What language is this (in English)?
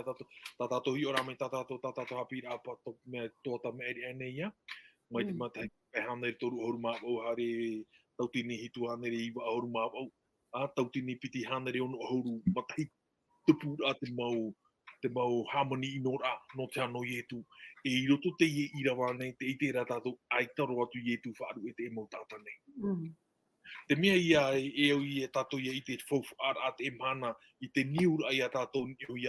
Tahitian